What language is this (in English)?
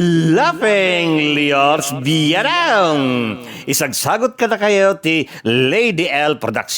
Iloko